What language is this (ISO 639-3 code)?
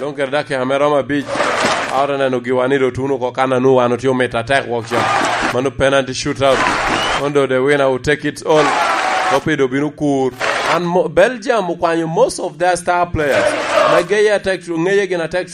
laj